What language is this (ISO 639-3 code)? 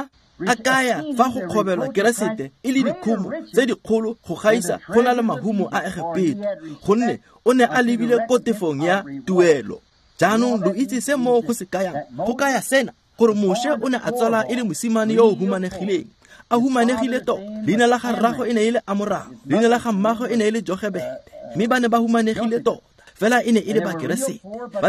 tsn